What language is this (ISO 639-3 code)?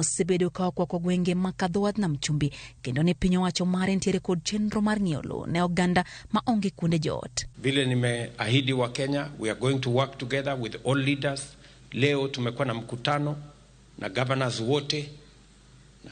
luo